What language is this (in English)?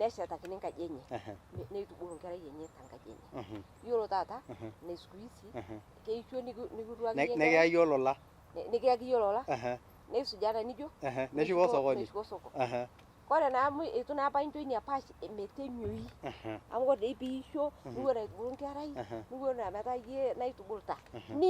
Masai